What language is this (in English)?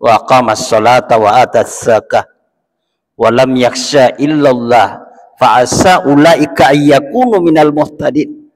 Buginese